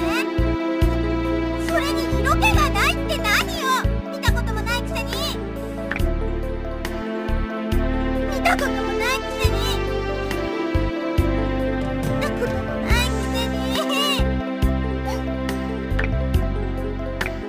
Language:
Japanese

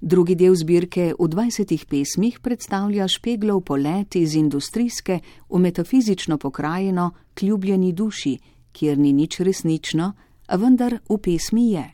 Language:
Slovenian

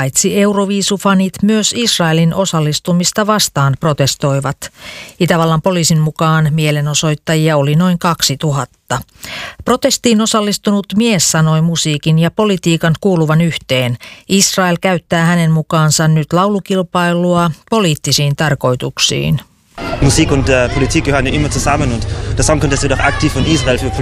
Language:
Finnish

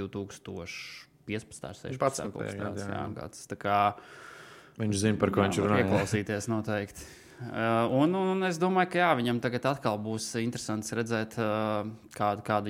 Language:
Latvian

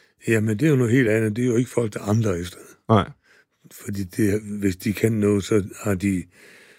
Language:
Danish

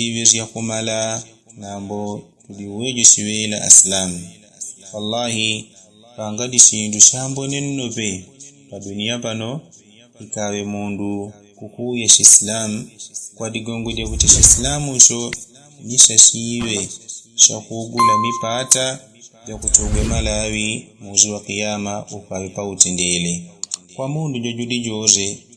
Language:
Yao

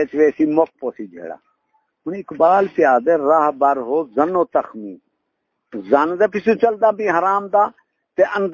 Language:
Saraiki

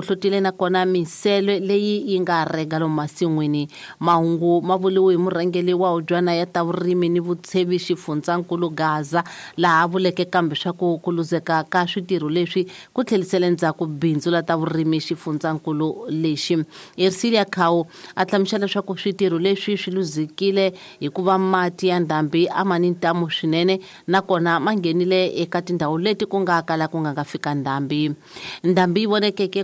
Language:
Tsonga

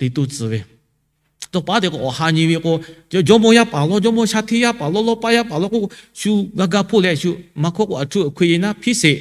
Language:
Lahu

